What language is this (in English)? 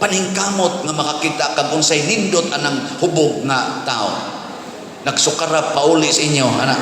Cebuano